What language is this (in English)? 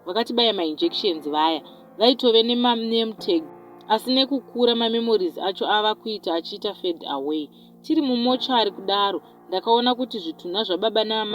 Shona